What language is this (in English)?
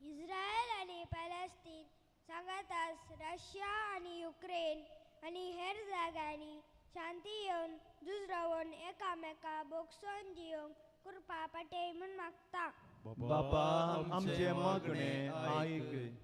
Konkani